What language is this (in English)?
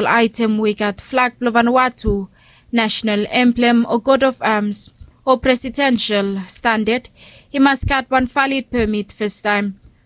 Bislama